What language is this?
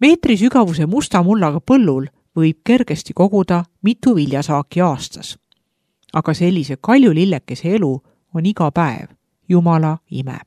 Estonian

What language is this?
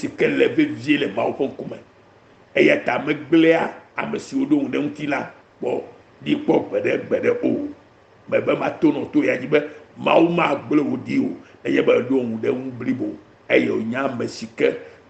Ewe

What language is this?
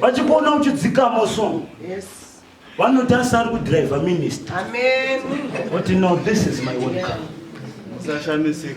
Shona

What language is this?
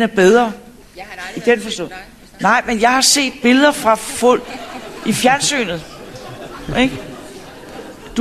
Danish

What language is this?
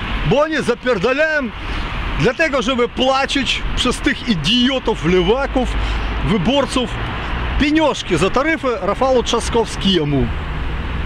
Polish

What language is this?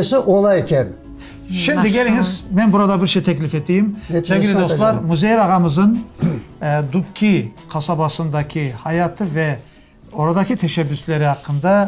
Crimean Tatar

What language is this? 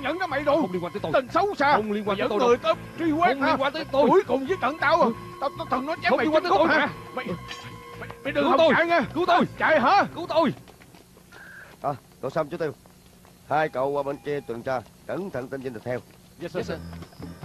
Vietnamese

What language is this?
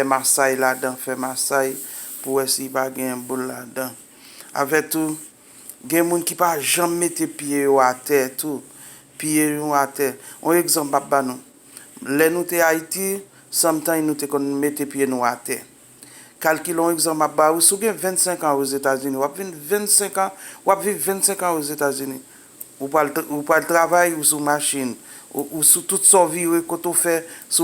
Haitian Creole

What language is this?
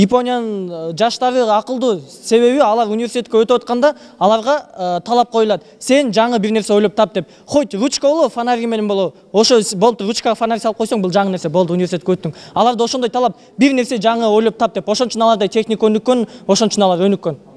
Kyrgyz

